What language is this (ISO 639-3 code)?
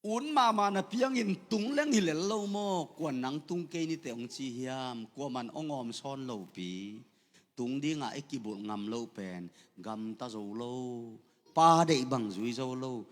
ctd